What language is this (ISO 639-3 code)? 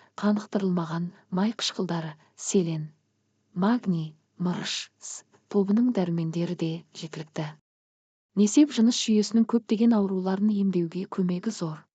kaz